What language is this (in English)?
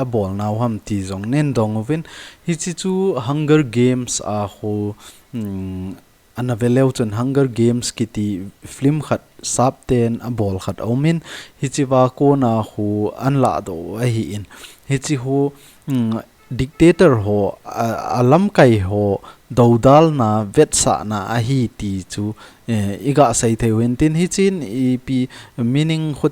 Thado Chin